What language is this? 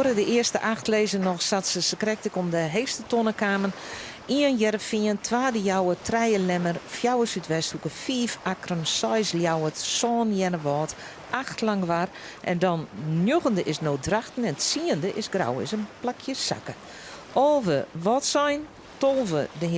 Western Frisian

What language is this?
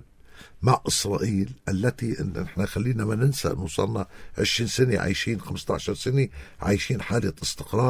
North Levantine Arabic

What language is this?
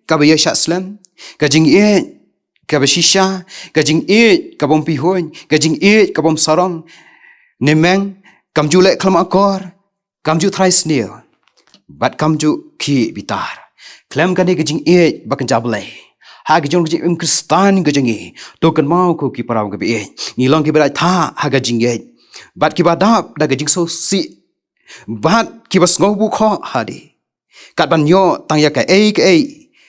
Khasi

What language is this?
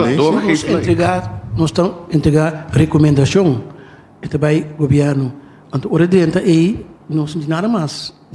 Papiamento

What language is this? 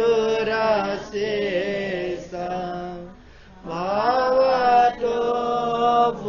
Newari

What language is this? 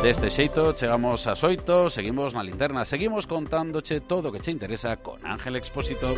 Galician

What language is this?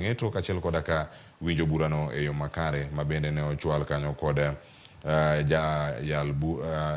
Luo (Kenya and Tanzania)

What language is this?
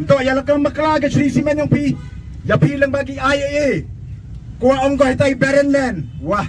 Khasi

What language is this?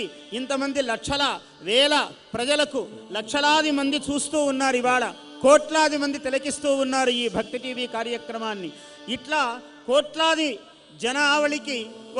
Telugu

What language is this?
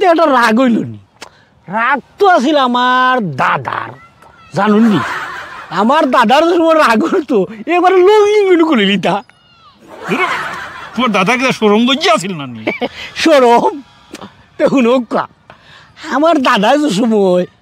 Sylheti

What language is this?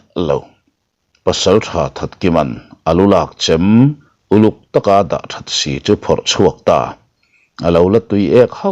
Mizo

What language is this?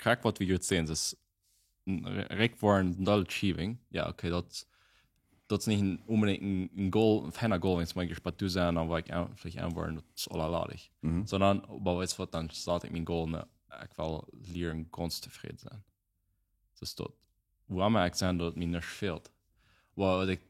Plautdietsch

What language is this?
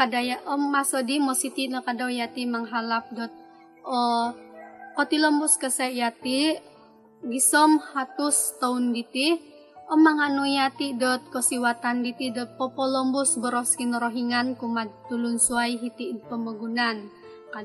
Central Dusun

